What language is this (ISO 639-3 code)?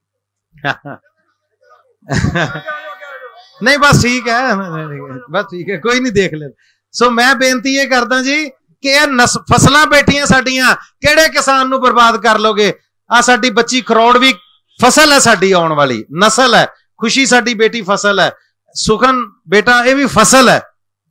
pan